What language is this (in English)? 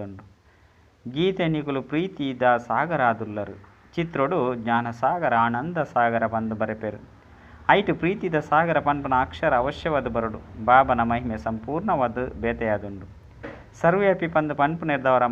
Tulu